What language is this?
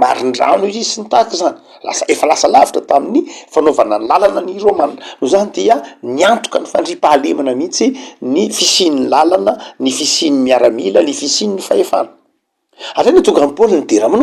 Malagasy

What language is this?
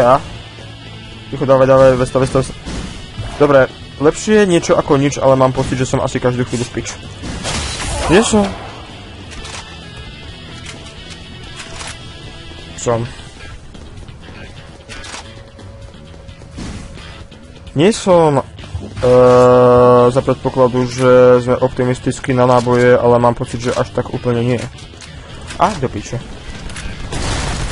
Slovak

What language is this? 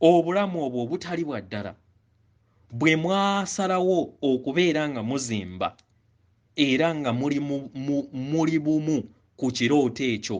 Ganda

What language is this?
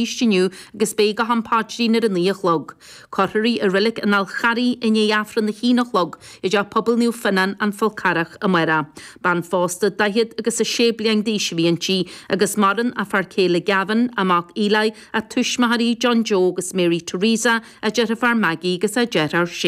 Irish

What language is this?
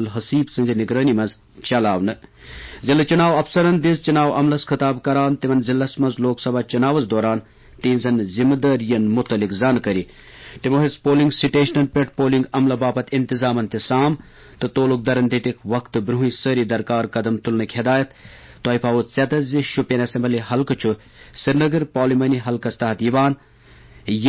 Kashmiri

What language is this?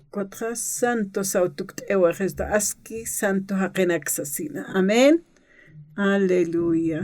Aymara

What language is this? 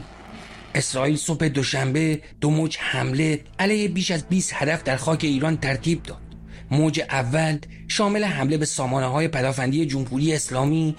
Persian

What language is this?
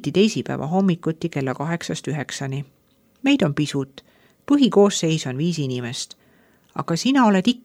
Estonian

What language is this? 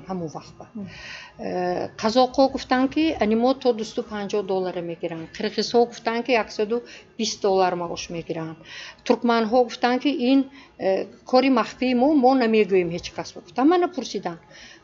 Tajik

